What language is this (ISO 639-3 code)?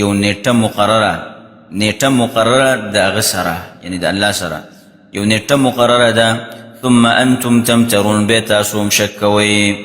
pus